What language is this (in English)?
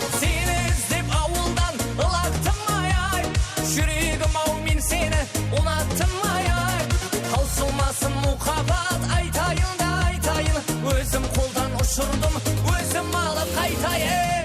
Kara-Kalpak